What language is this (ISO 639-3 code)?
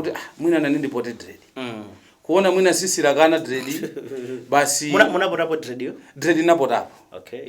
nya